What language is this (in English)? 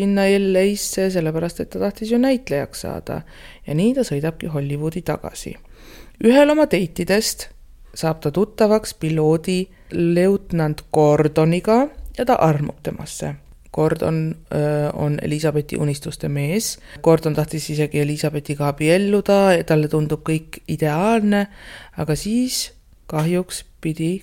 Estonian